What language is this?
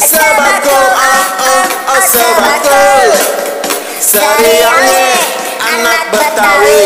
Betawi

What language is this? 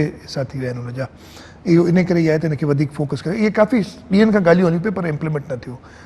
Sindhi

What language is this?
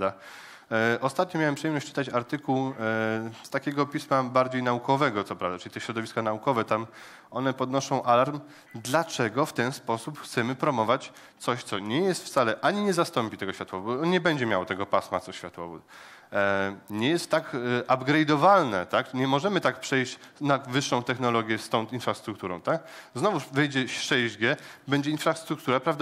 Polish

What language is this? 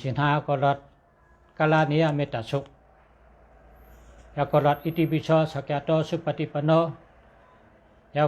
Shan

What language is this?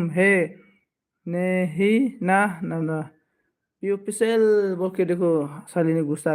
Bodo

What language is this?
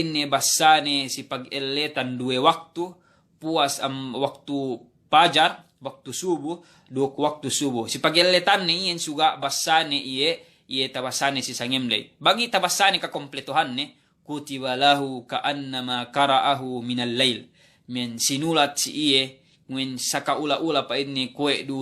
Yakan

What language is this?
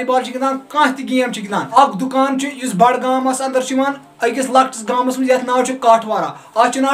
Kashmiri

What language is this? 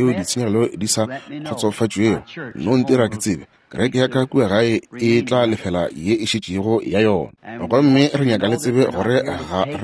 Northern Sotho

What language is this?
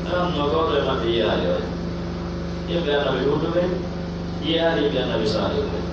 Pular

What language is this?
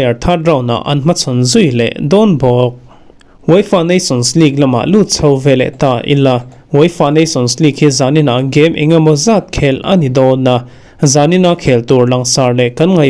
Mizo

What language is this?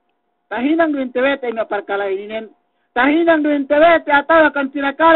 Yakan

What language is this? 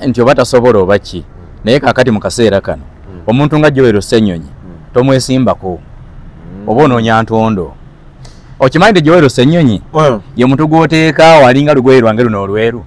Ganda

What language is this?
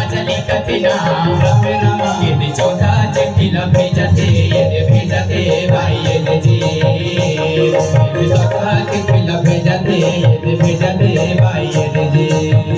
Chhattisgarhi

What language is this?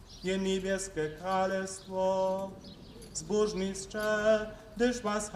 Upper Sorbian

